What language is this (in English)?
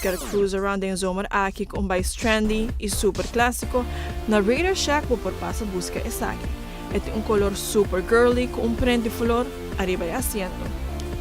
Papiamento